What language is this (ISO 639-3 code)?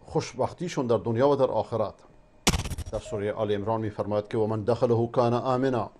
fas